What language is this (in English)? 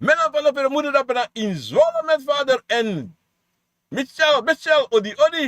Sranan Tongo